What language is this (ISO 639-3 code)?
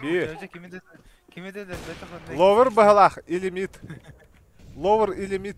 sah